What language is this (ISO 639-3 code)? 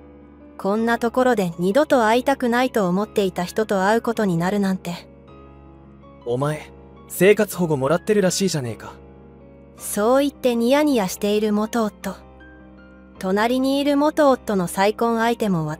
jpn